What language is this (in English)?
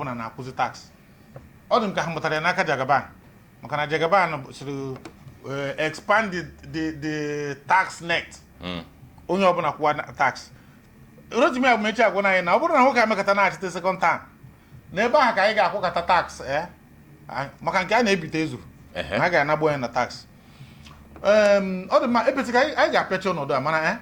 Igbo